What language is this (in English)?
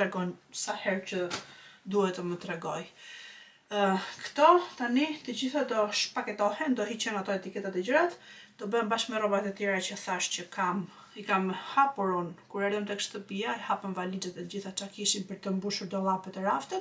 Albanian